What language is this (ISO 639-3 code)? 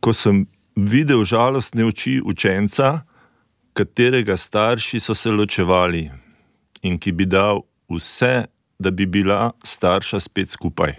slv